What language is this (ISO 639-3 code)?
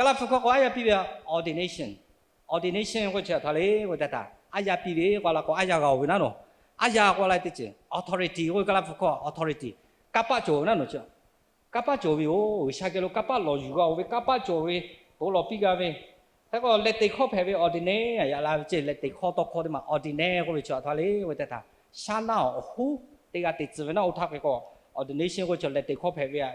lhu